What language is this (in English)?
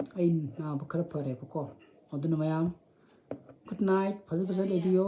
Manipuri